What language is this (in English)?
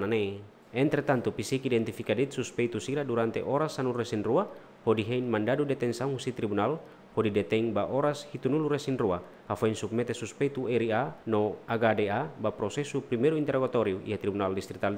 Tetum